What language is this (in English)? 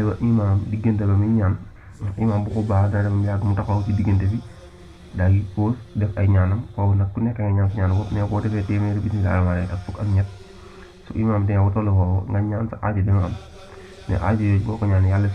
Wolof